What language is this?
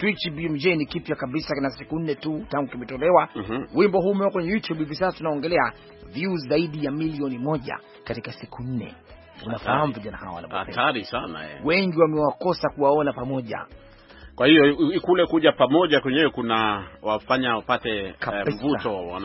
Swahili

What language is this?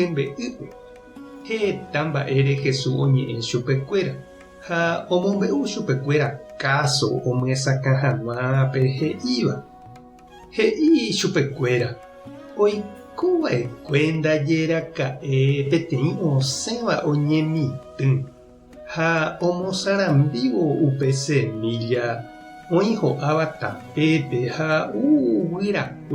Guarani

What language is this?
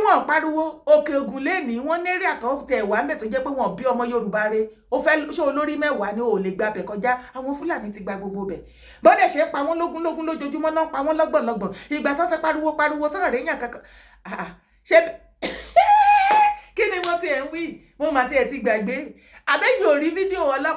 Yoruba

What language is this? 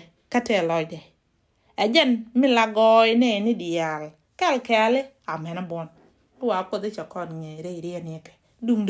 Nuer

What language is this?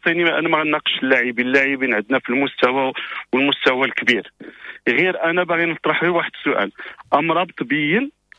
Moroccan Arabic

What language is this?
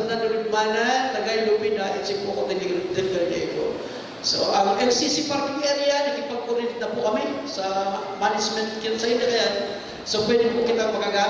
Bikol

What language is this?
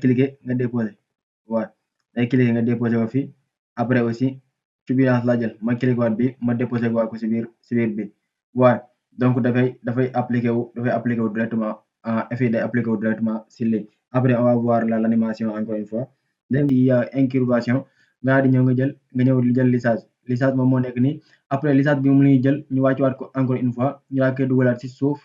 Wolof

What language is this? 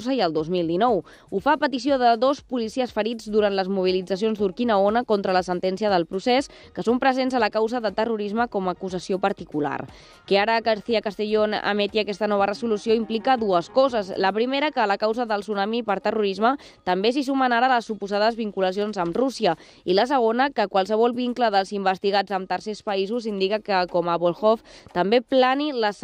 Catalan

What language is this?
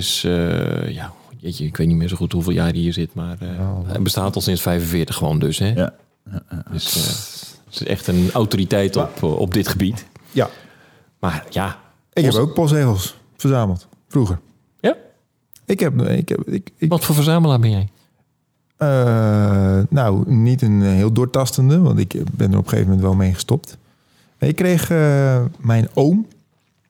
Dutch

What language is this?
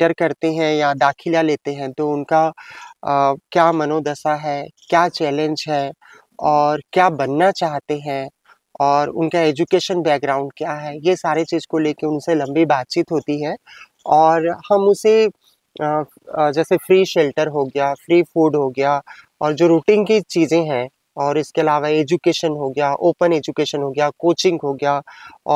Hindi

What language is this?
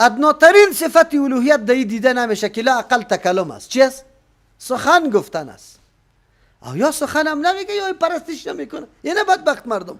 Persian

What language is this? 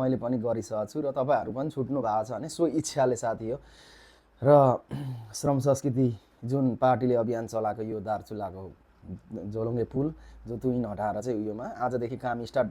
Nepali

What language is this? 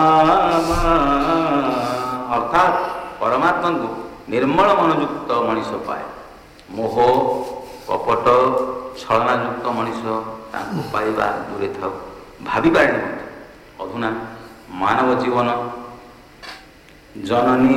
Odia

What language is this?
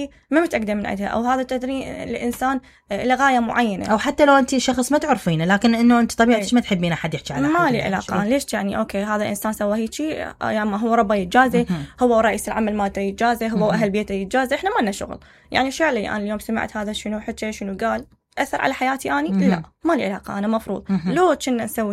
Mesopotamian Arabic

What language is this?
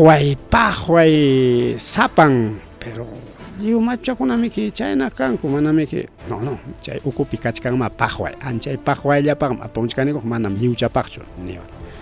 Ayacucho Quechua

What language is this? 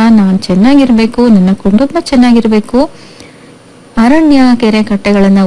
Kannada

